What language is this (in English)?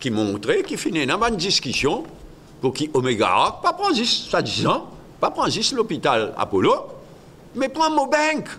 Morisyen